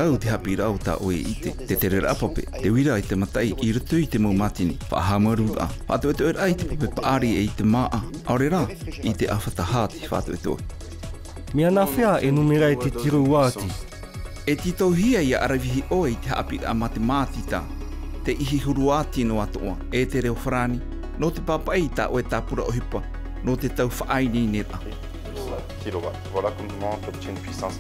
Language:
Tahitian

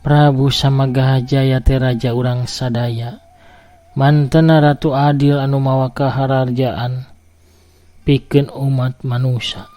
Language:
Sundanese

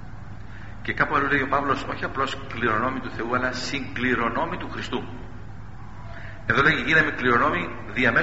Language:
Greek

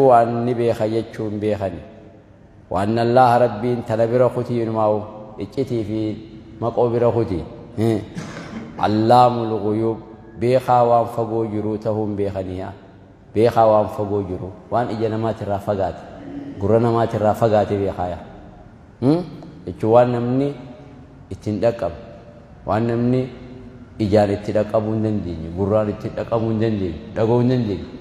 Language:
Oromo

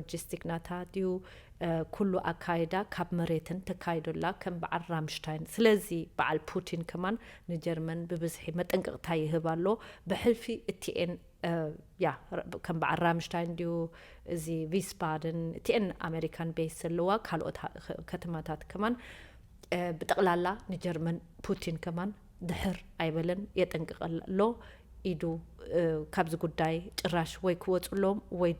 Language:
Tigrinya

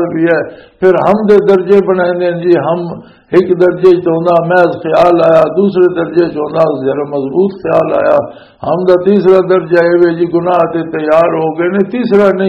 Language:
Western Panjabi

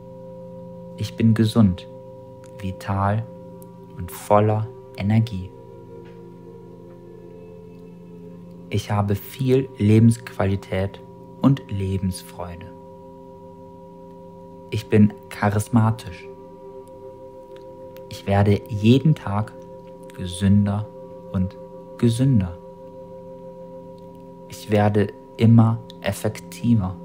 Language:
German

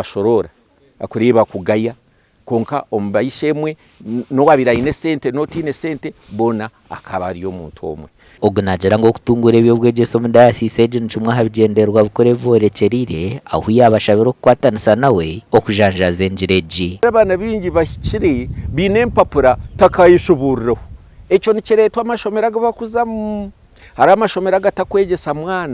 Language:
Nyankole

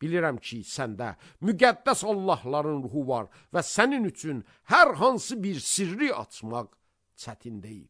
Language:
Azerbaijani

